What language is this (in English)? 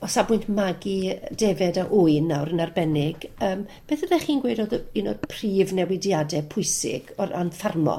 Welsh